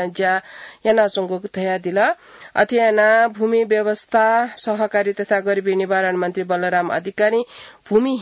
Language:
Newari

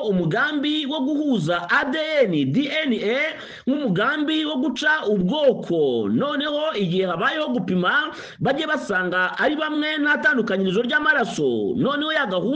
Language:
Kinyarwanda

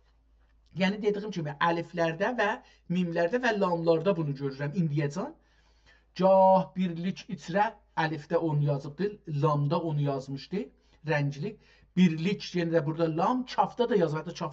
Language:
South Azerbaijani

